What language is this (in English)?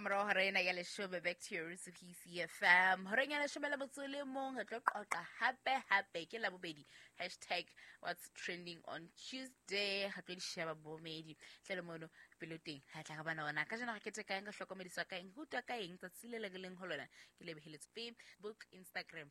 Southern Sotho